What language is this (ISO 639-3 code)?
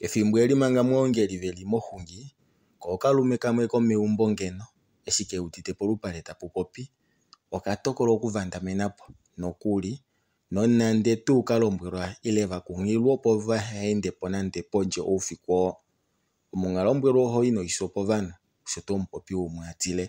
kua